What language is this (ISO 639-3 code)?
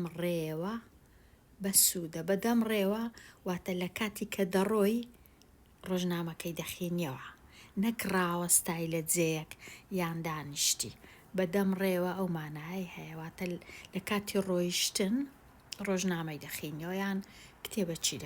ckb